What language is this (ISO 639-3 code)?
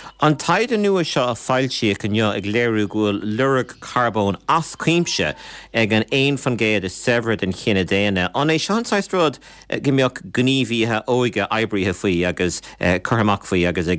gle